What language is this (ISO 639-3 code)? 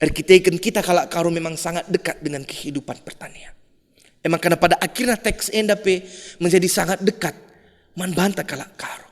btx